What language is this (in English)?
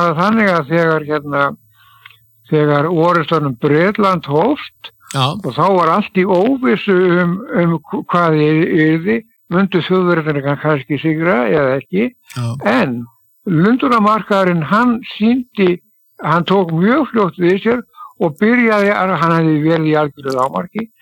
Icelandic